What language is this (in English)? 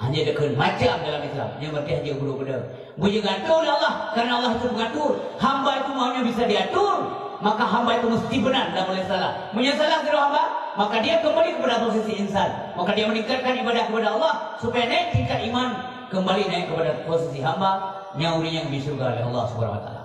Achinese